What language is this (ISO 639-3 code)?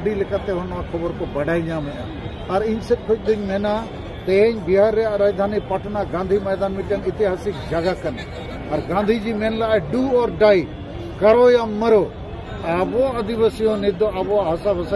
sat